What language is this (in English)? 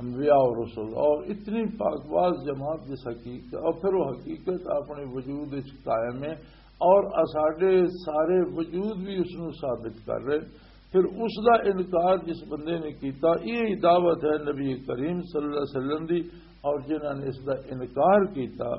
Western Panjabi